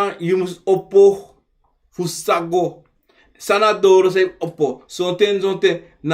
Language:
Sranan Tongo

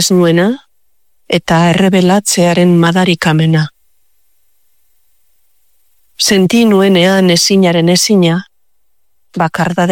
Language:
Basque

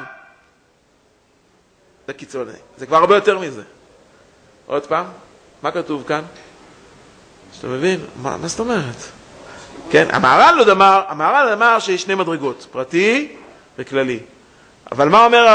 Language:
Hebrew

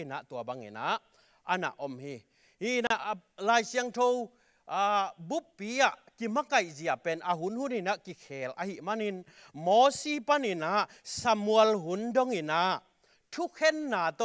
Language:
Tedim Chin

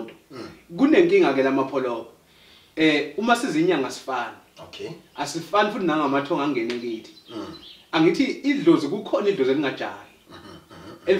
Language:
Zulu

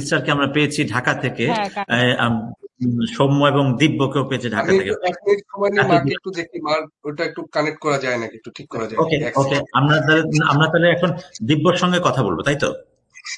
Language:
Bangla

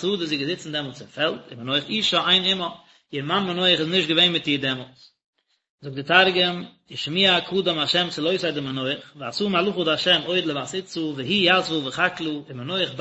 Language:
Yiddish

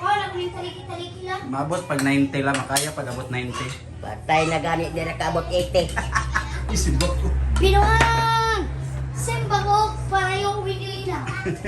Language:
Cebuano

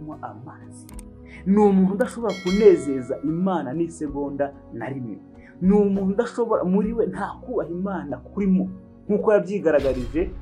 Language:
Kinyarwanda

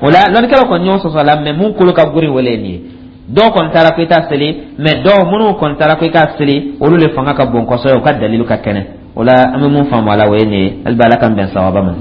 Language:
Dyula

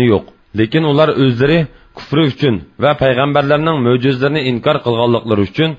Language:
Uyghur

